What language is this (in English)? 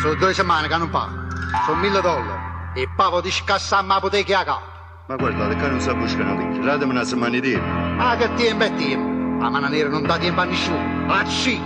Neapolitan